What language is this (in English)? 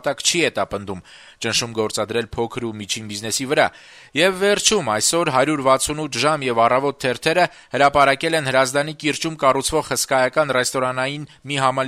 Armenian